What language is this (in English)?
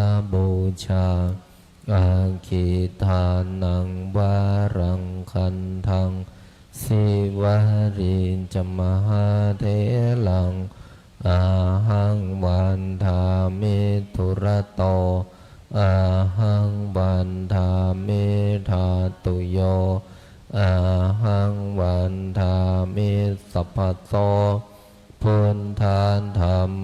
Pali